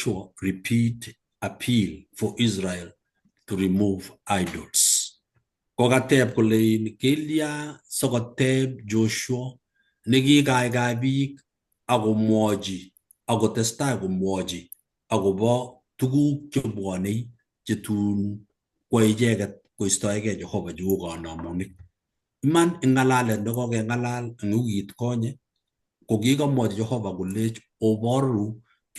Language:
Kalenjin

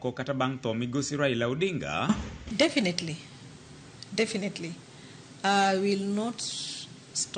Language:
Luo (Kenya and Tanzania)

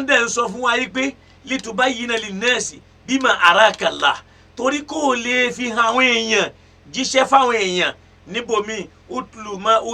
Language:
Yoruba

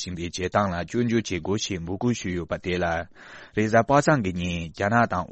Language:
Tibetan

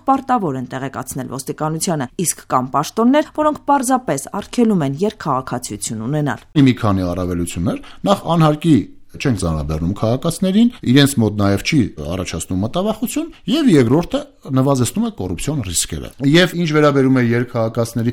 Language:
Armenian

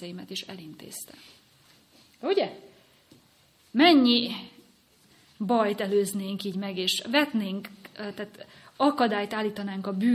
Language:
Hungarian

